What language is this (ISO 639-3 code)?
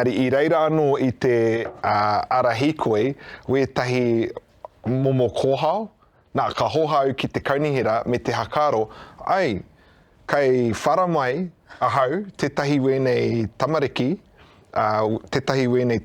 mri